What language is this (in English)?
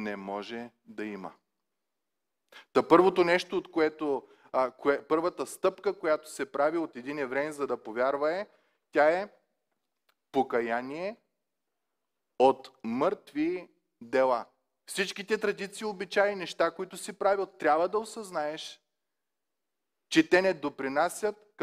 Bulgarian